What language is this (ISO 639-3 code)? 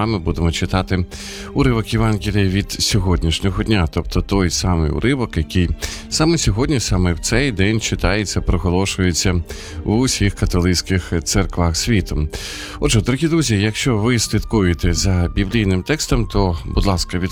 ukr